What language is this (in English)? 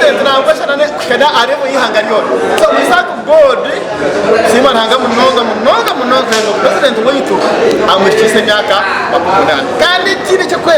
Nyankole